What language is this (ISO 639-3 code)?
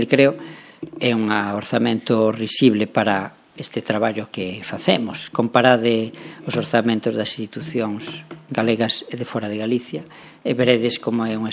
glg